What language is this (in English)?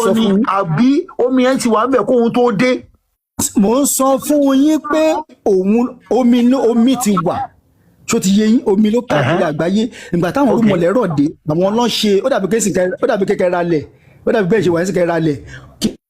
Yoruba